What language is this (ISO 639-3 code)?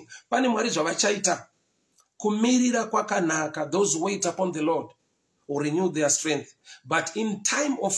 sna